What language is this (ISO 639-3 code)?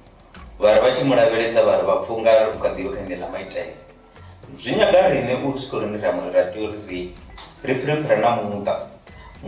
ven